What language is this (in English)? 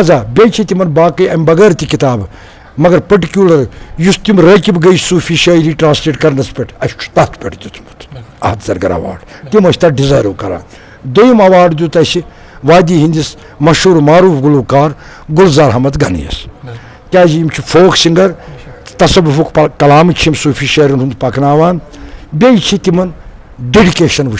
Kashmiri